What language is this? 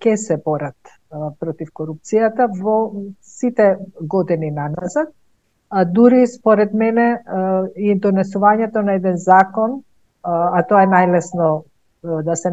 Macedonian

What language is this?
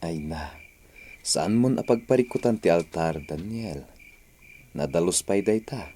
Iloko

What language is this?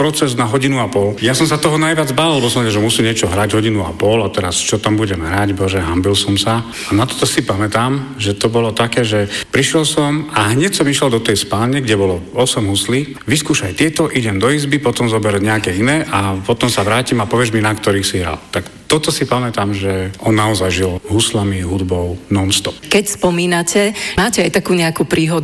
Slovak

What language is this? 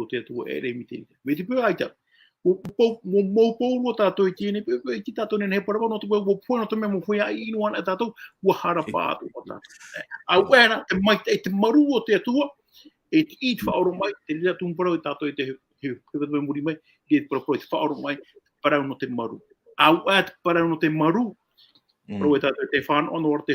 Tahitian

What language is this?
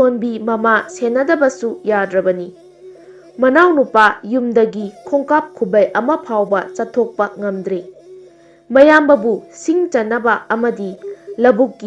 Manipuri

